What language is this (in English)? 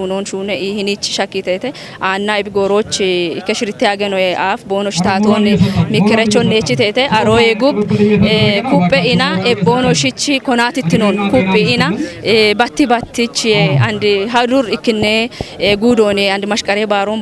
Kafa